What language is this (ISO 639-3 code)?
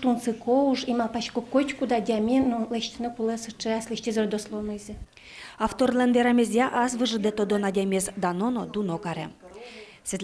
udm